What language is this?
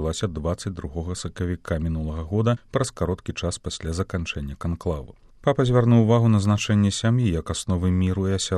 Belarusian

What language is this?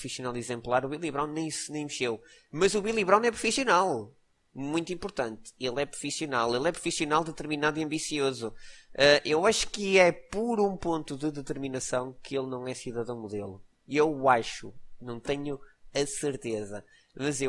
Portuguese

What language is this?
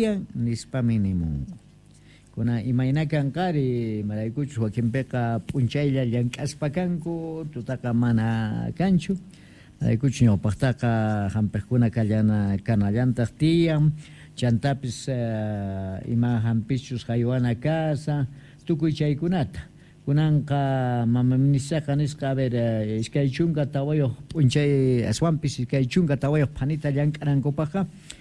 Quechua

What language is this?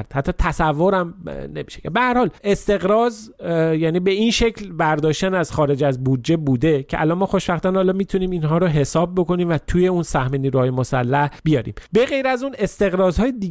Persian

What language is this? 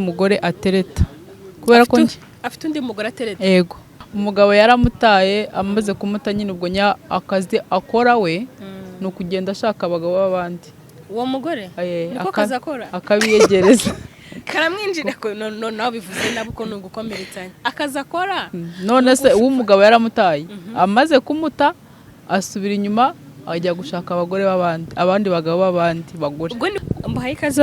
Kinyarwanda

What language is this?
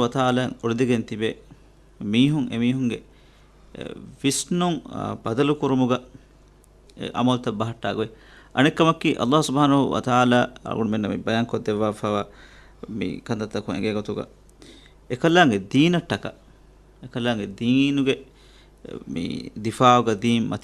Divehi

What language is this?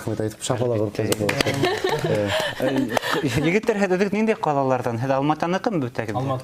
Bashkir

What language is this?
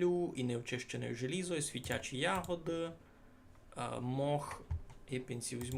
Rusyn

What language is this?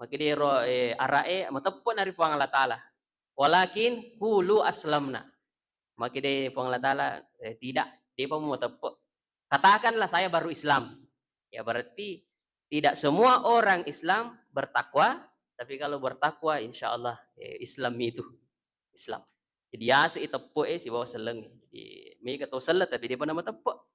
Buginese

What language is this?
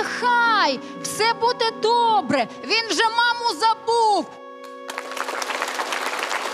Ukrainian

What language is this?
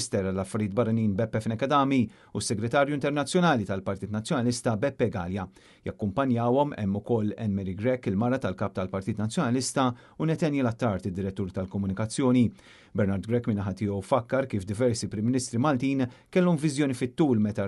Maltese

